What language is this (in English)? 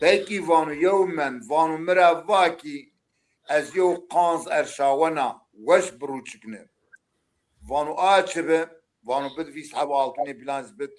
Zaza